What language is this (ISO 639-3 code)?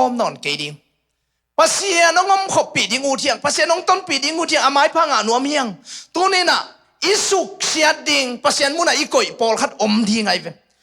ctd